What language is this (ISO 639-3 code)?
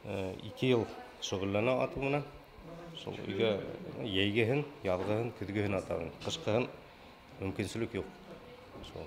bak